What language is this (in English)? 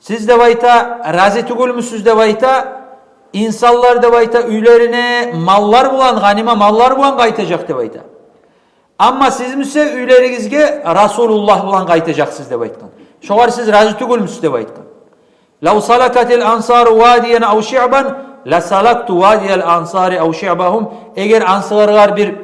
Kumyk